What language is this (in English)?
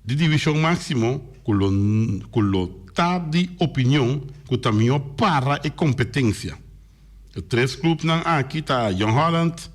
Papiamento